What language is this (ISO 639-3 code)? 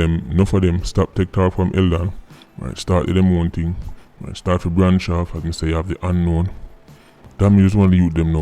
jam